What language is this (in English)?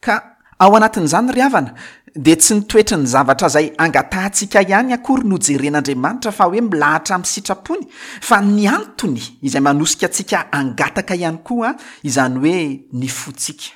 Malagasy